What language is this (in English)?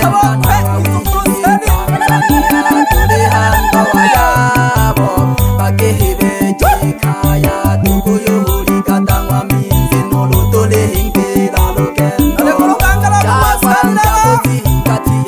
Swahili